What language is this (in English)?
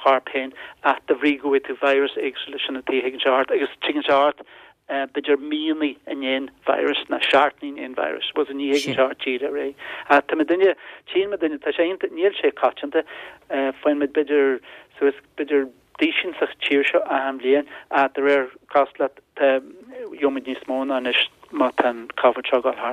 Irish